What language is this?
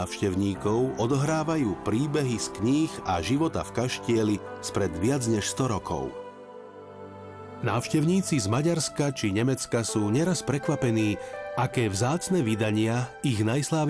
Slovak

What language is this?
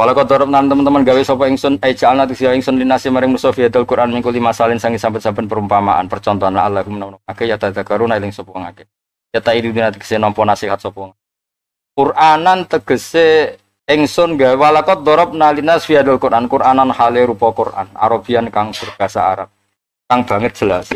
Javanese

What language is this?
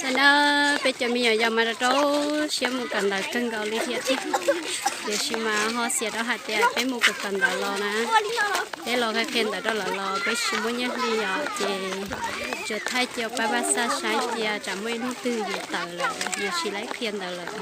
Hmong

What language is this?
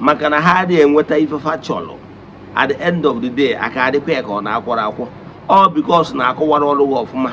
Igbo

